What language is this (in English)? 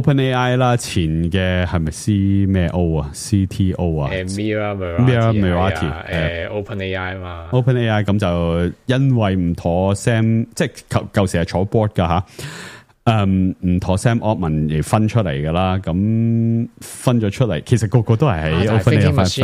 Cantonese